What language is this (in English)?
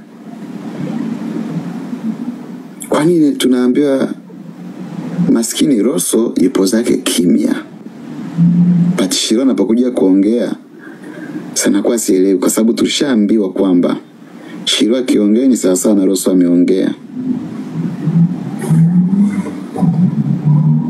Swahili